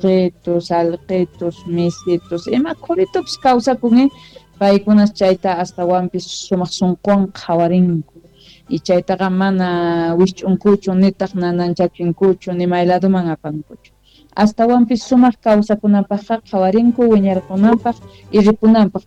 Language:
South Bolivian Quechua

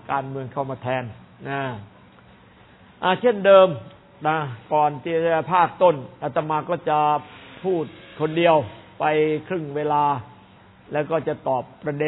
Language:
Thai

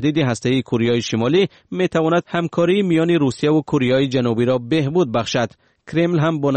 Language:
Persian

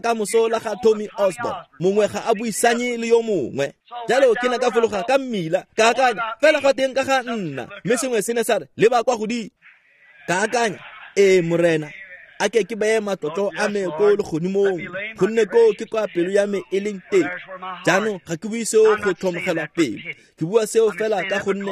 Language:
Tswana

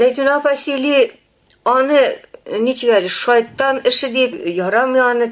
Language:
Tatar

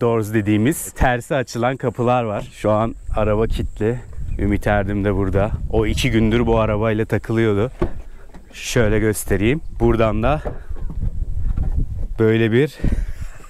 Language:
Turkish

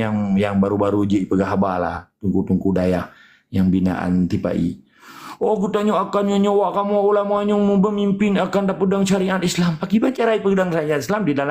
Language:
Achinese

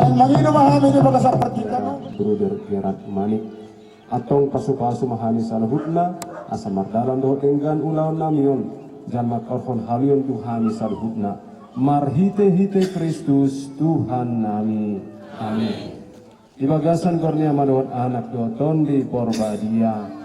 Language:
Batak Toba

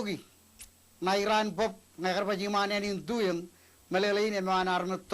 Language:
Marshallese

